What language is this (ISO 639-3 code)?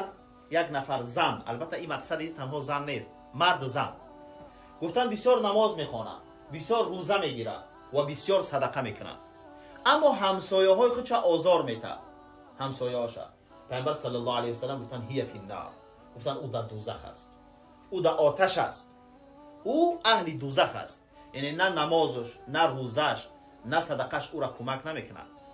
tgk